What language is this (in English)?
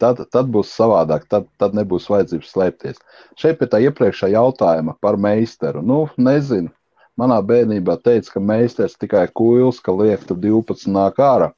Latvian